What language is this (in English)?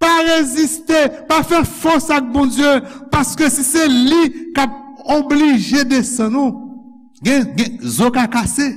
Haitian Creole